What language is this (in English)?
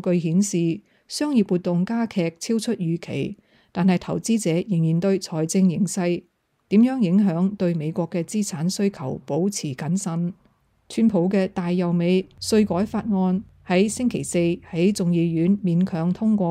Cantonese